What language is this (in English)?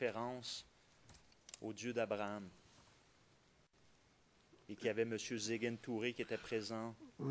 French